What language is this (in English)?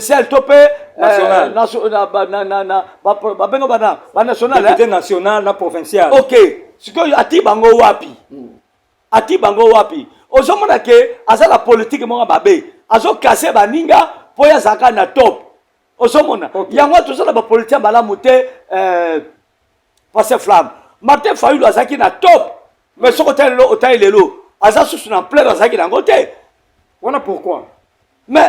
Lingala